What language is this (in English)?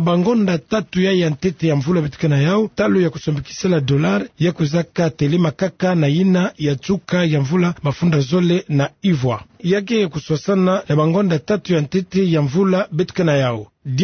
Kituba (Democratic Republic of Congo)